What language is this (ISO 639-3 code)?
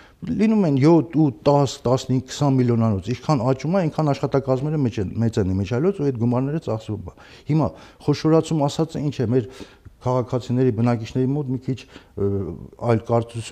hye